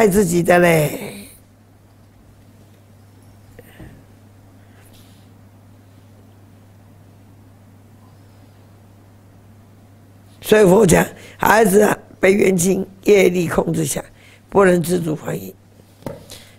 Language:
Chinese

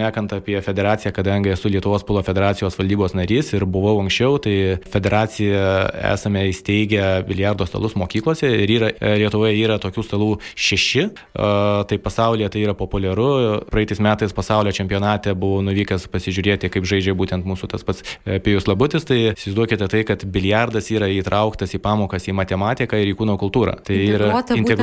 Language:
Lithuanian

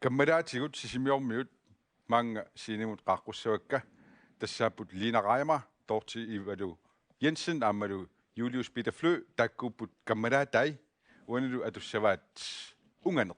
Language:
Kalaallisut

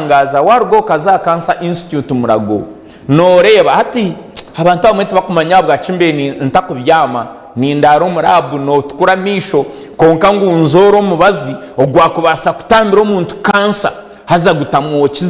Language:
Nyankole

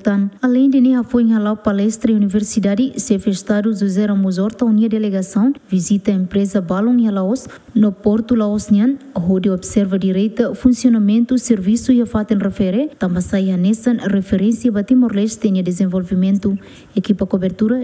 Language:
Tetum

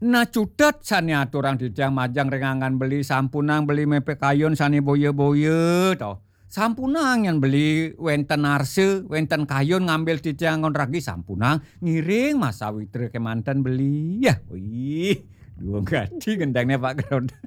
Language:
Balinese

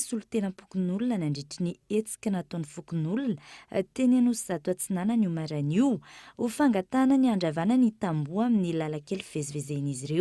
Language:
Malagasy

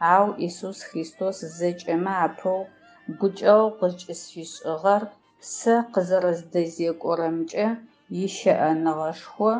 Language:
Adyghe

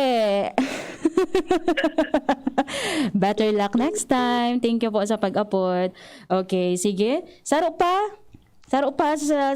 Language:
Bikol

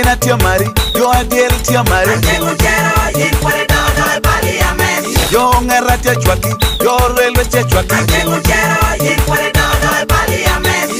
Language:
Lango (Uganda)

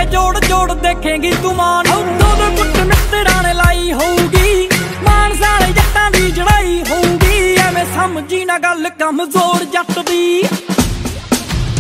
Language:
Punjabi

